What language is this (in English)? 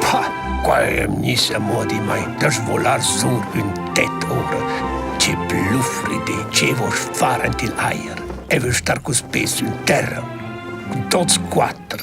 Romansh